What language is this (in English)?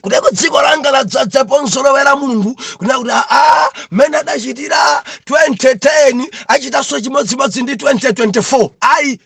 Nyanja